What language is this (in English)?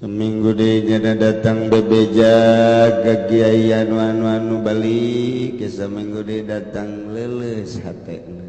Sundanese